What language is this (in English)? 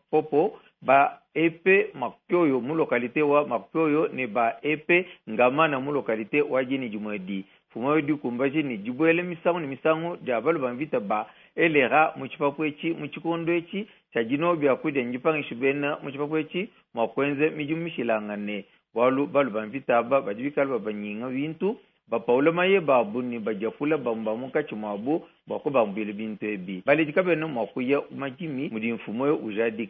Luba-Lulua